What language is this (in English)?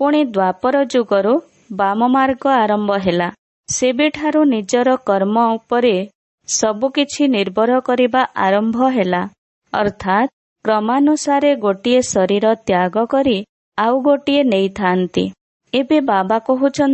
Odia